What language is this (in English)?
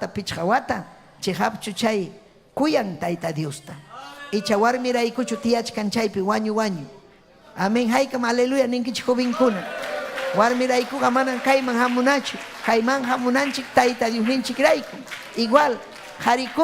Ayacucho Quechua